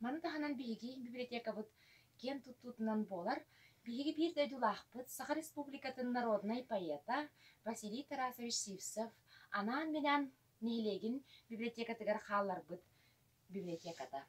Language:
Yakut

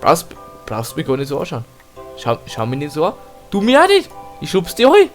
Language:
Bavarian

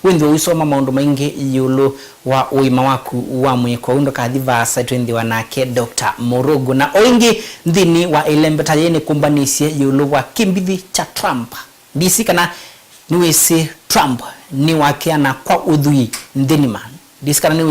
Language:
Kamba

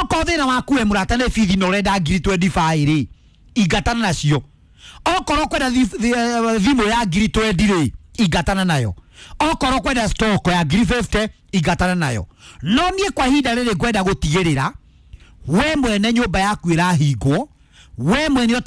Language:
Kikuyu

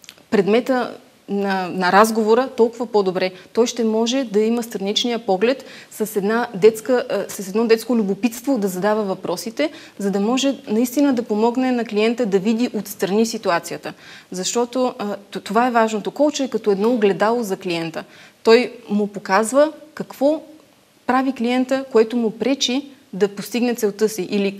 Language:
Bulgarian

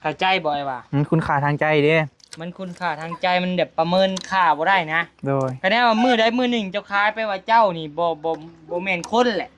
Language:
Northeastern Thai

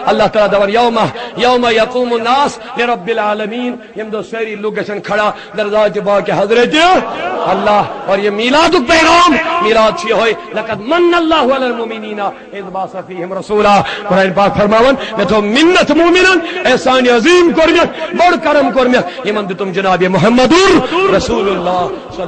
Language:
Kashmiri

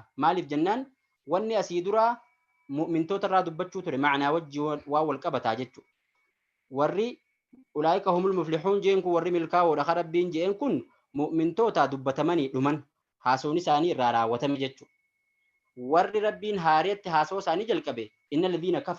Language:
Oromo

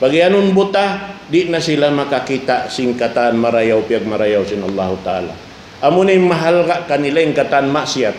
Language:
Tausug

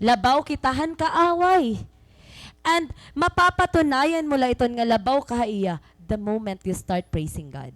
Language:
Waray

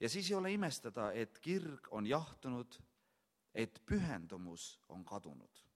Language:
Estonian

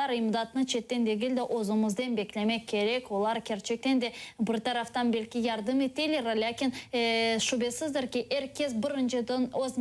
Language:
Crimean Tatar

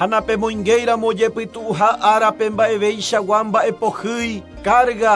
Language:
Guarani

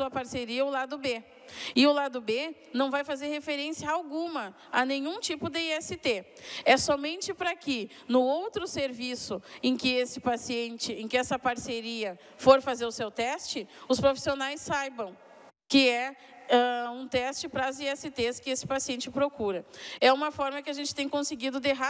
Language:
Portuguese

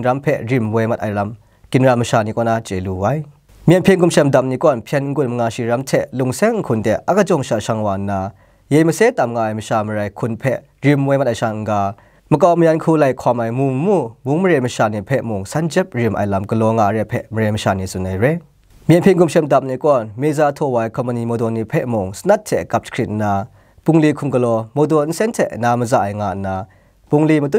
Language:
Kachin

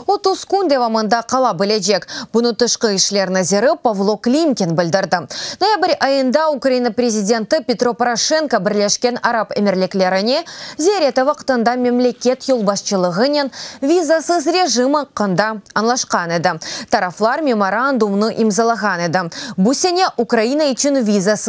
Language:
Crimean Tatar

